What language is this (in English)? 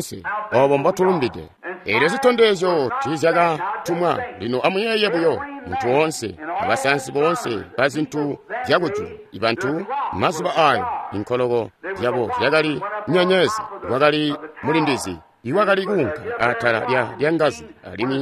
Tonga (Zambia)